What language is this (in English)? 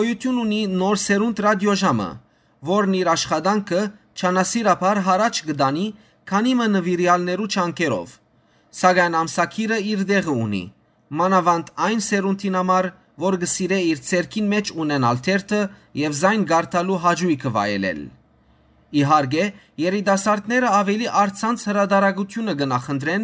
Western Armenian